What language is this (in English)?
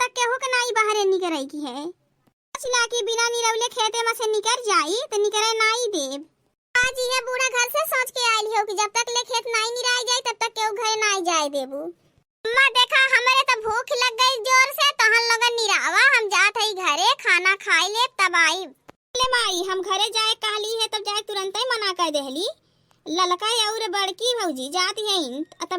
Awadhi